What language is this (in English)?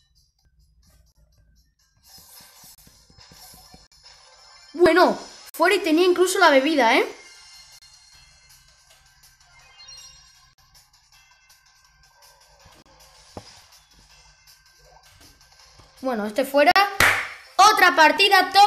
Spanish